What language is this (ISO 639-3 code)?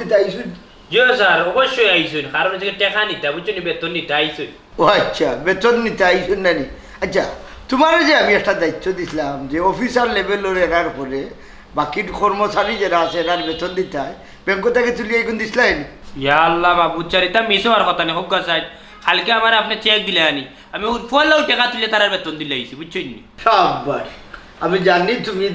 syl